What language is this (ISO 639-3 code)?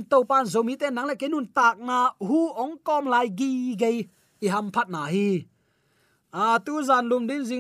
ctd